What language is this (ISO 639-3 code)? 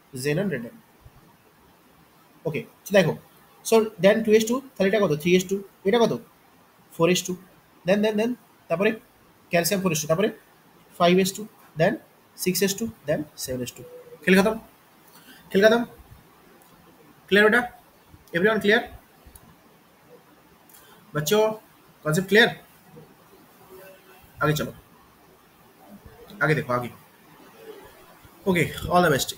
ben